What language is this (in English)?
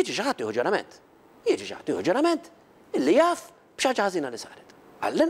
Maltese